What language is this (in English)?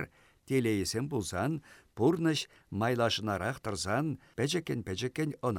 Chuvash